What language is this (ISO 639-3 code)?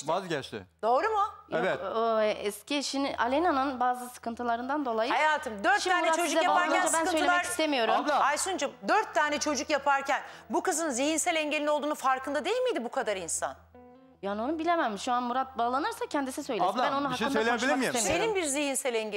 tur